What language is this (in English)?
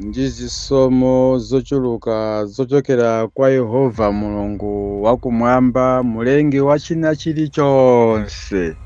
Nyanja